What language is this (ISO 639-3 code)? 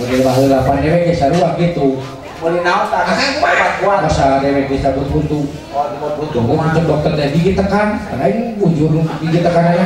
sun